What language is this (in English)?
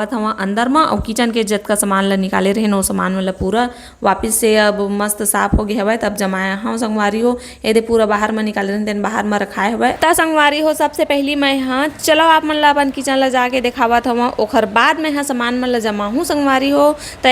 Chhattisgarhi